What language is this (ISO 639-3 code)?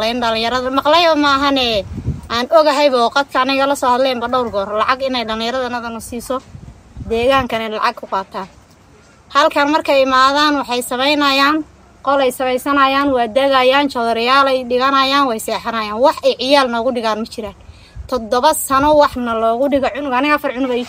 som